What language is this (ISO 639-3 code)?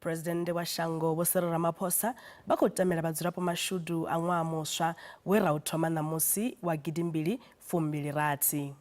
ven